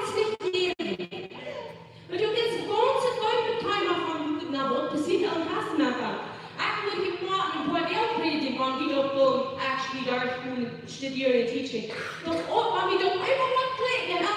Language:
Plautdietsch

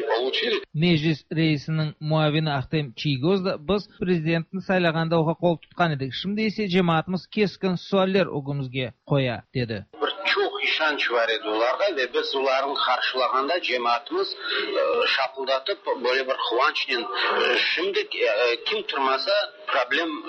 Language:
Tatar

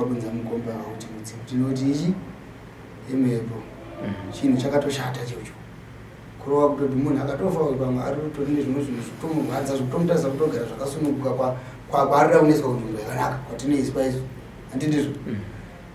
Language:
Shona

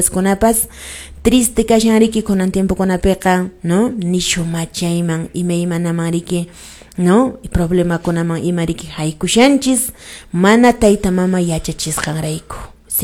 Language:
Quechua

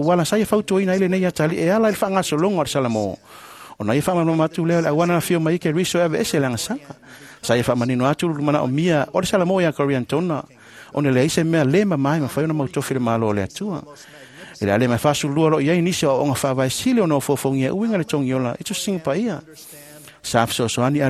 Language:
Samoan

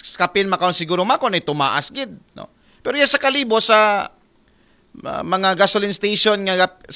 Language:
Aklanon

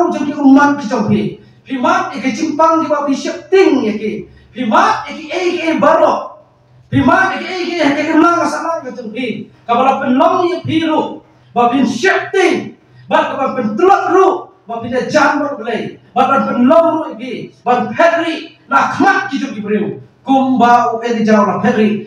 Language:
Khasi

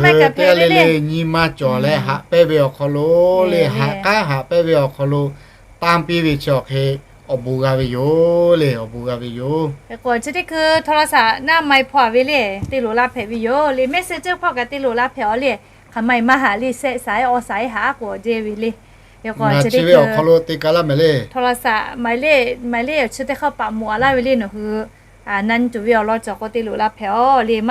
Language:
Lahu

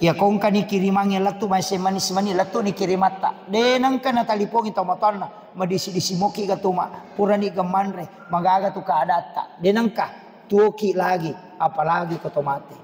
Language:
Buginese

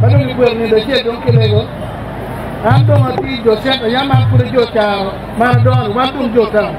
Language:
Acoli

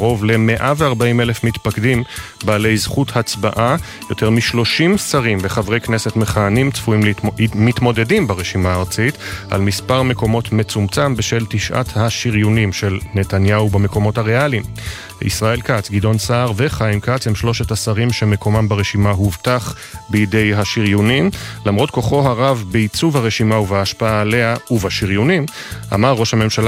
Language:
Hebrew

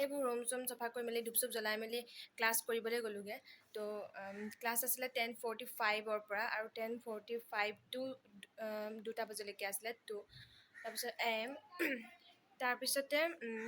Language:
Assamese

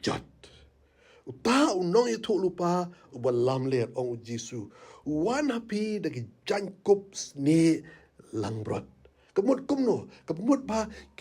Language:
Khasi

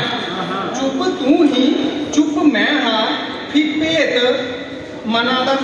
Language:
Dogri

